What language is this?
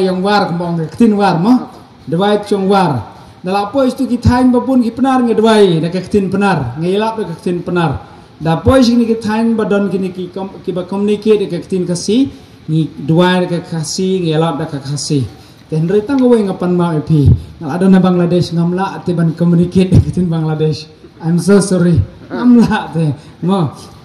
Khasi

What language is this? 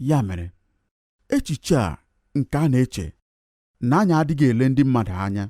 Igbo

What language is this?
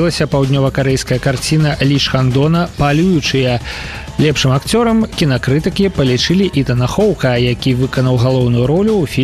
Belarusian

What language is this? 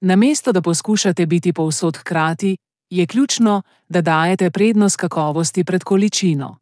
Slovenian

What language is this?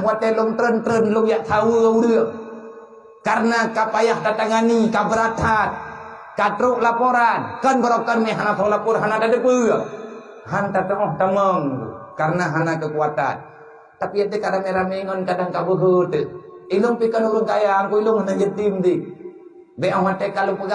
Achinese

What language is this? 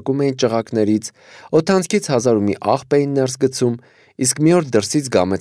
Armenian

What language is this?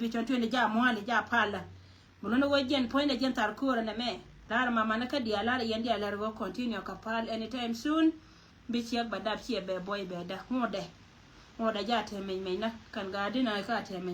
Nuer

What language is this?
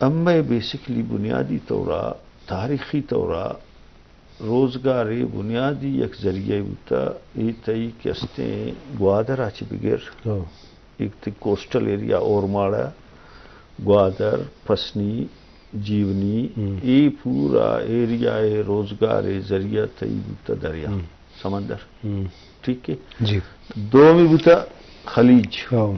Eastern Balochi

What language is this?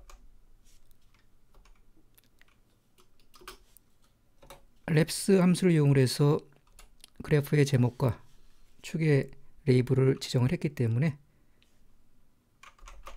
Korean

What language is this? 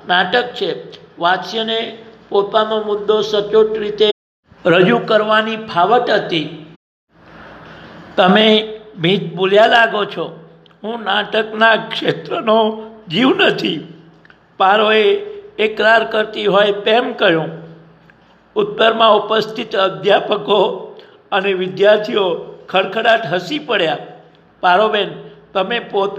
Gujarati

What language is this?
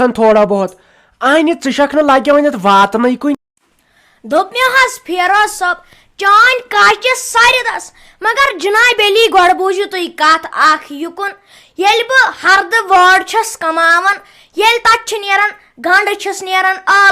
Kashmiri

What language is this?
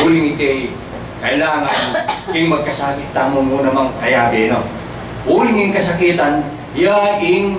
Pampanga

